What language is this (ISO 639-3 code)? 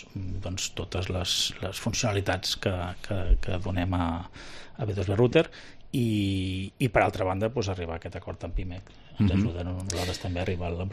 cat